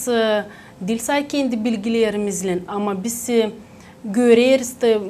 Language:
Gagauz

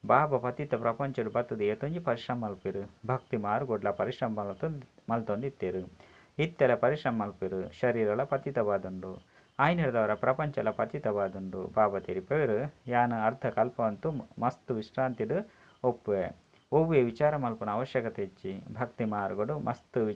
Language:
Tulu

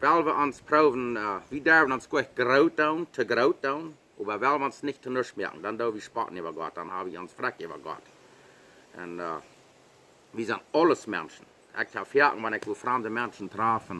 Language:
Plautdietsch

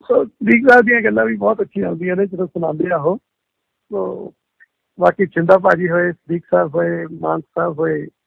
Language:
Punjabi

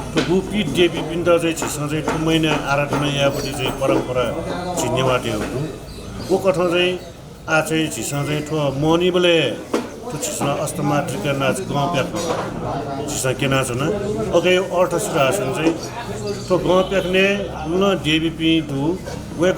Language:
Newari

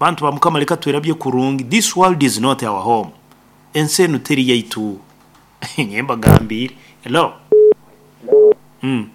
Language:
Nyoro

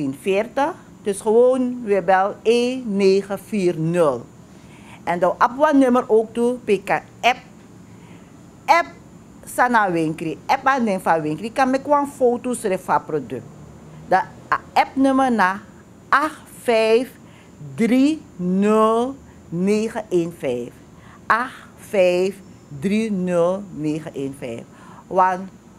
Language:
Dutch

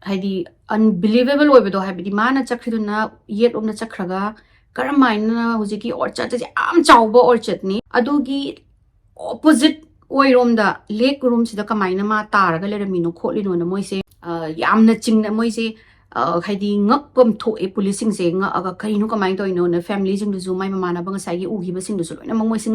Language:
Manipuri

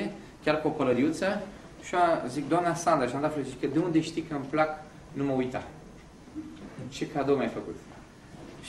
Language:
Romanian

